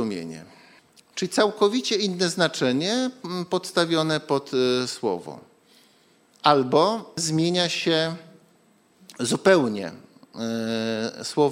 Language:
Polish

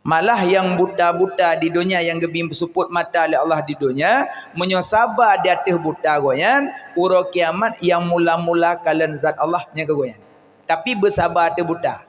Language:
Achinese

